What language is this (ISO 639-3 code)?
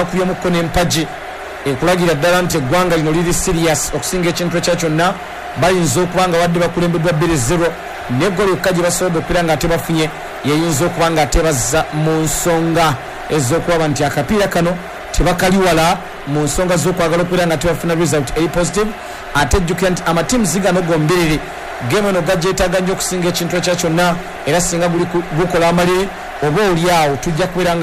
lug